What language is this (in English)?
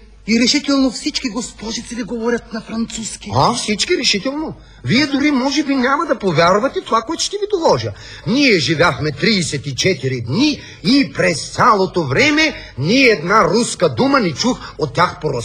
Bulgarian